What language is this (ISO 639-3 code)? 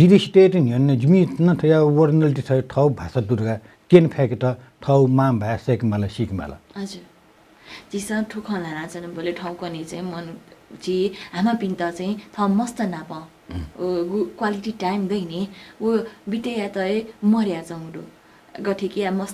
new